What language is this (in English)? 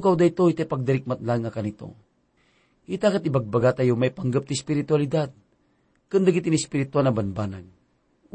Iloko